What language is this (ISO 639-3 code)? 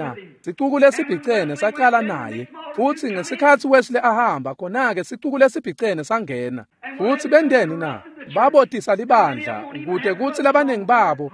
ssw